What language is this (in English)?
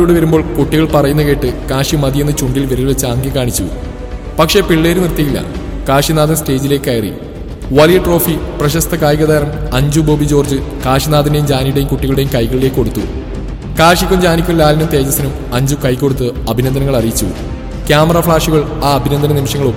Malayalam